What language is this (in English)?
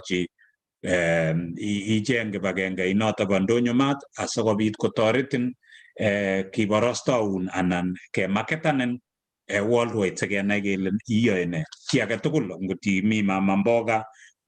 Kalenjin